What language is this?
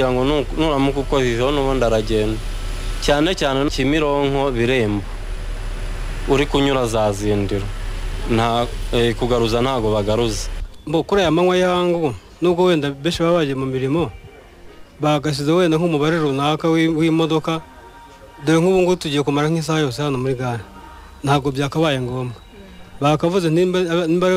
Kinyarwanda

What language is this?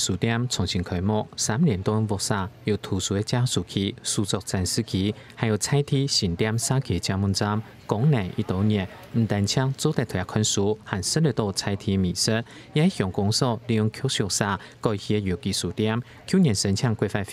Hakka Chinese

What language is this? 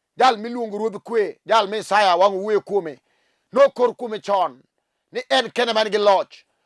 Luo (Kenya and Tanzania)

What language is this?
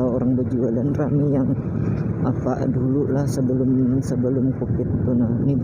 Banjar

